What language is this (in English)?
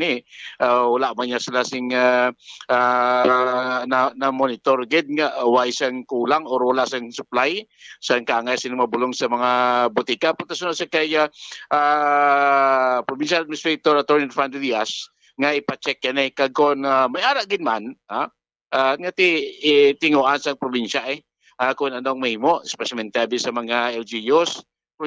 Hiligaynon